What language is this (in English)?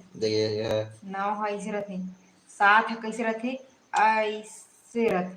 Chhattisgarhi